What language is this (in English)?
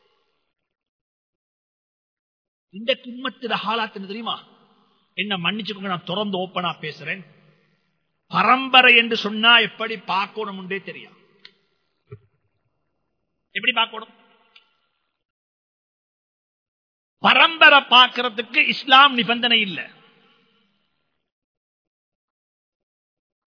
Tamil